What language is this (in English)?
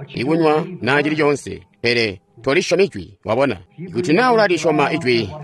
Tonga (Zambia)